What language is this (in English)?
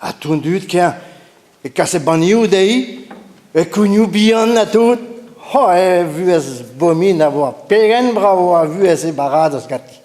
Breton